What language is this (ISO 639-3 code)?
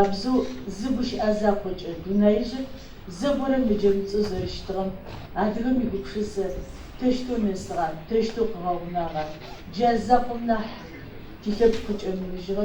ady